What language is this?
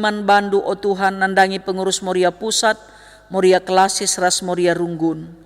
Batak Karo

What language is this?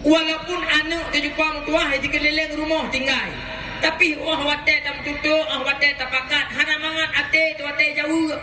Achinese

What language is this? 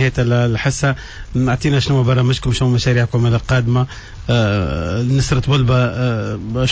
Tunisian Arabic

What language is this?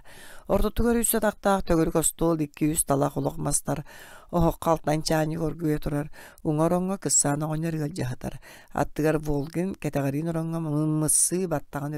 Yakut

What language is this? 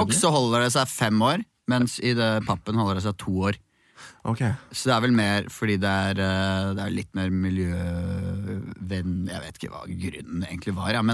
Norwegian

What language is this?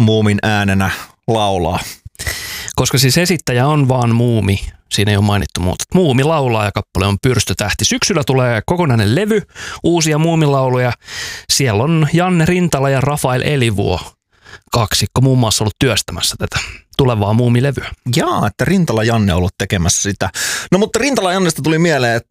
Finnish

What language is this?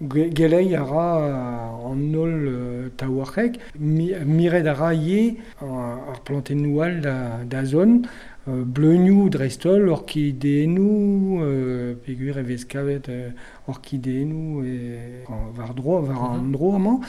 Breton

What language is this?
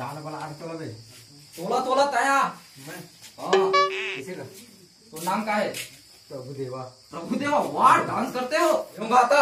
Chhattisgarhi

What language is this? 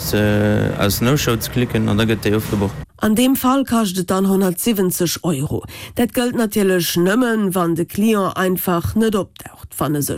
Luxembourgish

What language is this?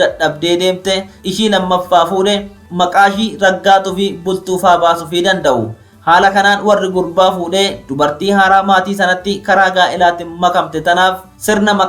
Oromo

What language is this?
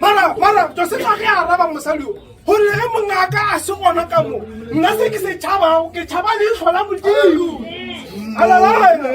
Northern Sotho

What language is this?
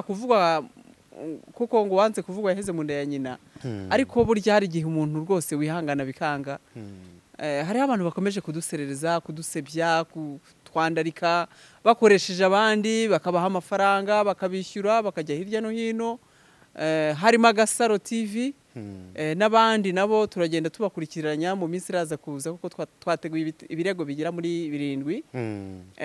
Kinyarwanda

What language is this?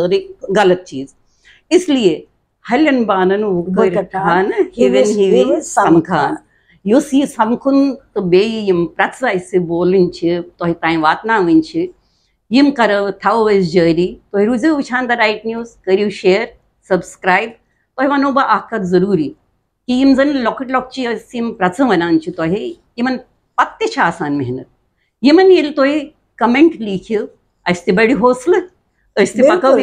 Kashmiri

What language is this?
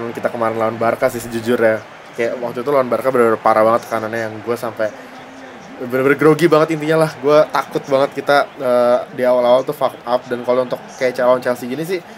Indonesian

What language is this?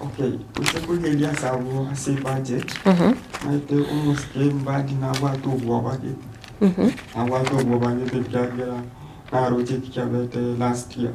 Gusii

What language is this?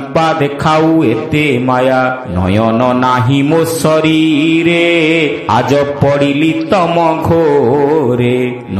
Odia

